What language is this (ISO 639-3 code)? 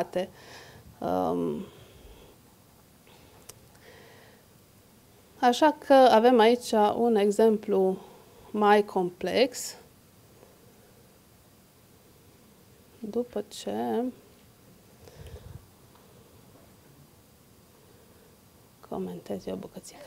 ron